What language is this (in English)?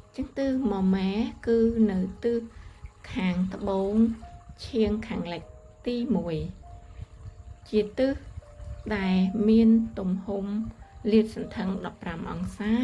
Khmer